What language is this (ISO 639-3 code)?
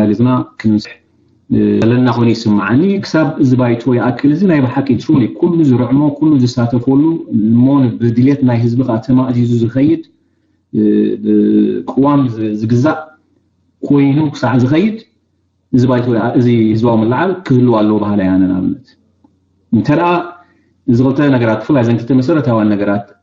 tir